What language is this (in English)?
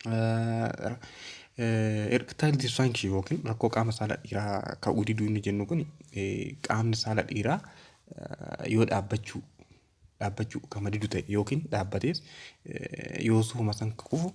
Oromo